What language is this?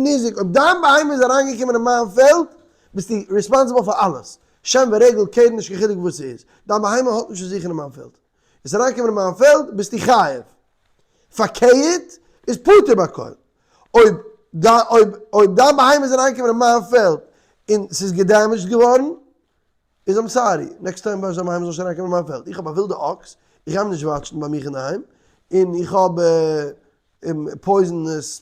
Yiddish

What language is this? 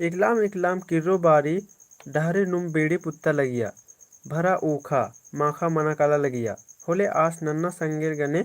Kurukh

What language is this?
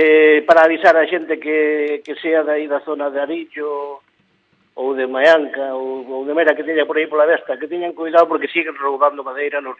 Galician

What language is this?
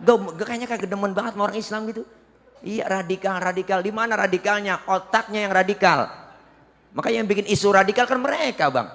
Betawi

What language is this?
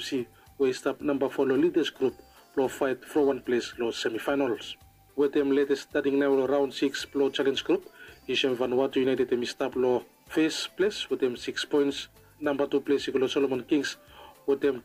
Bislama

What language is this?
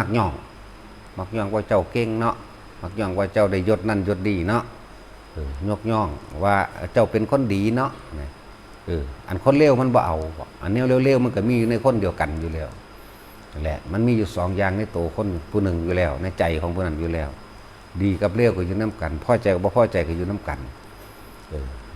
Northeastern Thai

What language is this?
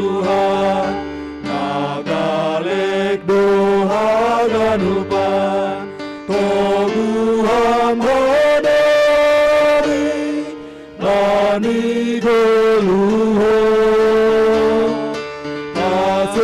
Batak Simalungun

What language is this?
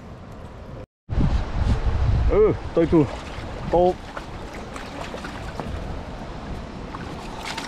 Vietnamese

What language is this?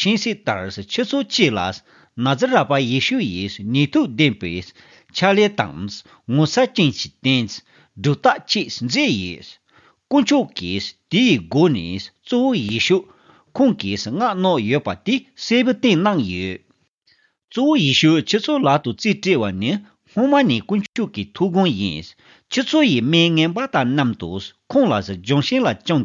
Tibetan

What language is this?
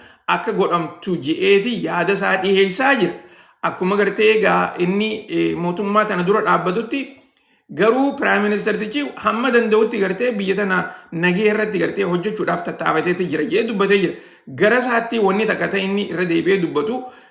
Oromo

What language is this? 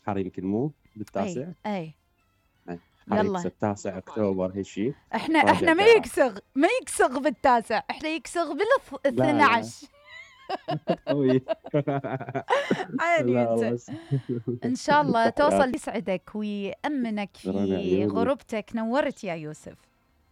Mesopotamian Arabic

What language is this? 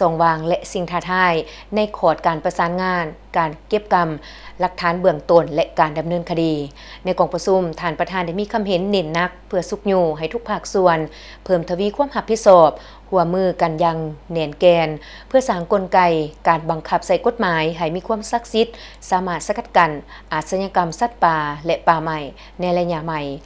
Lao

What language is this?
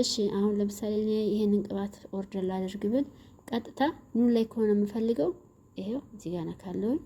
Amharic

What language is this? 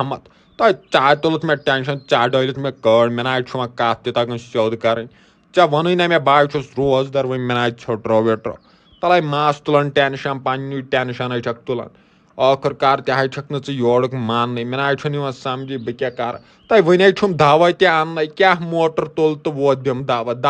Kashmiri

